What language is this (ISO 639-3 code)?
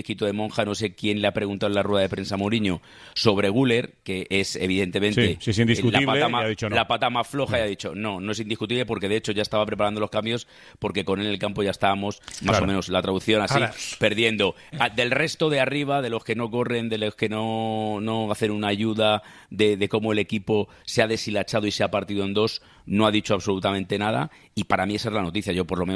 spa